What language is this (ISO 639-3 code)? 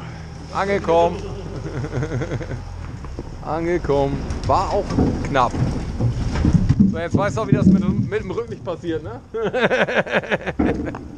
deu